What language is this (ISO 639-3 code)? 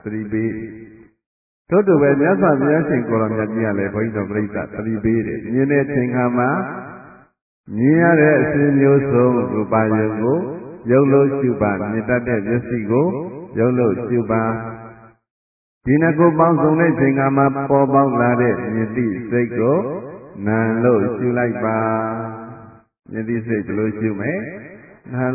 mya